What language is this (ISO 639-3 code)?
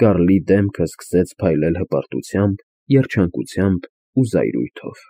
hye